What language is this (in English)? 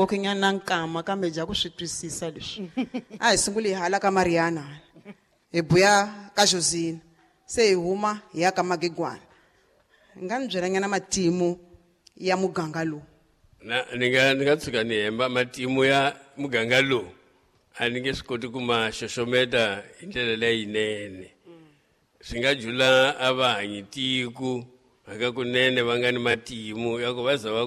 Tsonga